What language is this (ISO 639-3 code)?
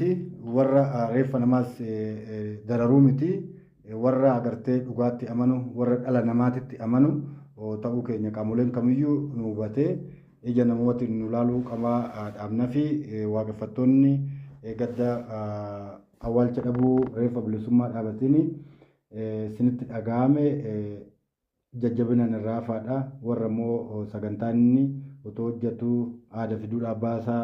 orm